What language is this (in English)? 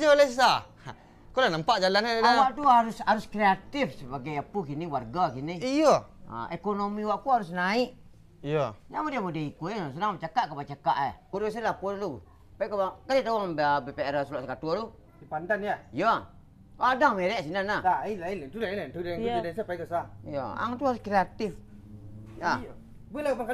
Minangkabau